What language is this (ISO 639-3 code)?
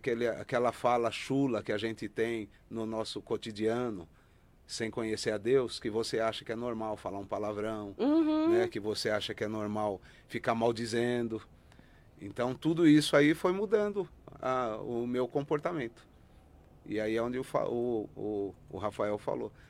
por